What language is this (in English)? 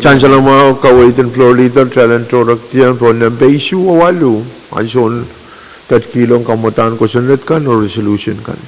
Pohnpeian